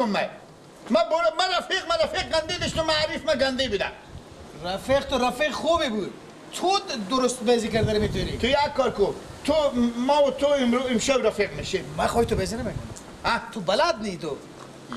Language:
Persian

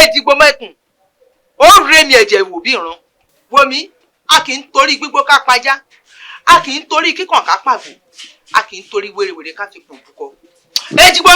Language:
Yoruba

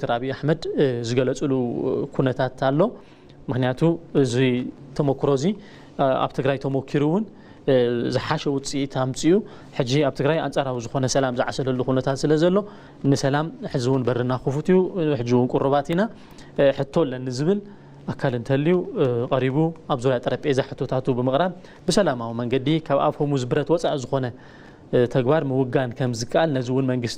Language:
Tigrinya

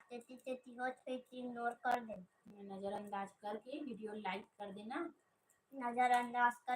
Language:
Chhattisgarhi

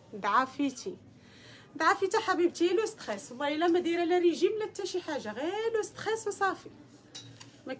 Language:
Moroccan Arabic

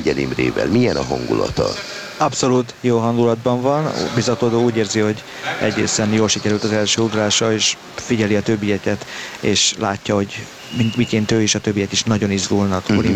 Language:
Hungarian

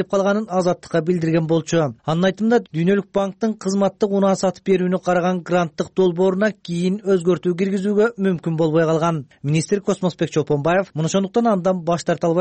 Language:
Kyrgyz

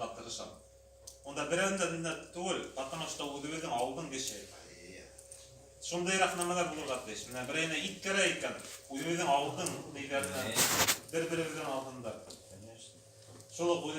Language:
Bashkir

